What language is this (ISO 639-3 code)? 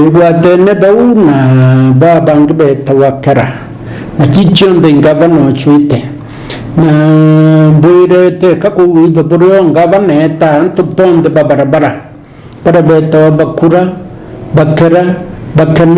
mer